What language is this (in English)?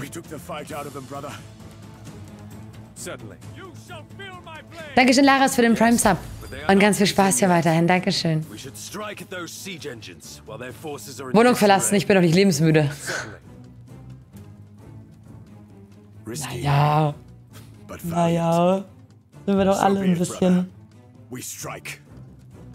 German